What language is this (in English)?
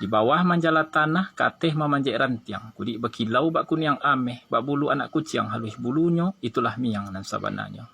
Minangkabau